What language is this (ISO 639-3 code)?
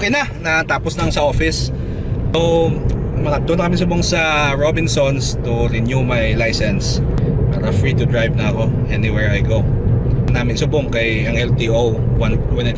hil